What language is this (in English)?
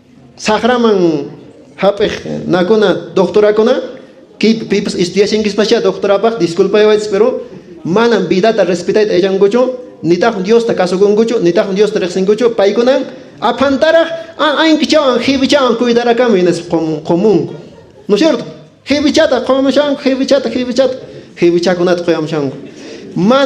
Quechua